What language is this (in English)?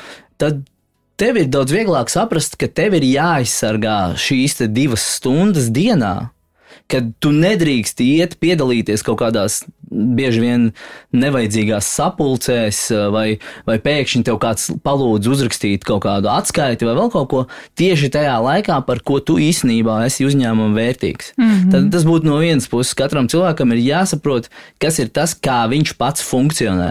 Latvian